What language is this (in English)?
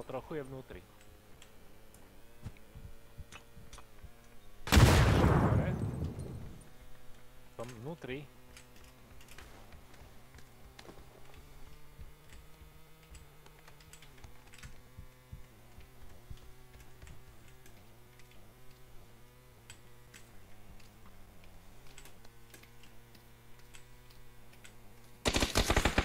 Slovak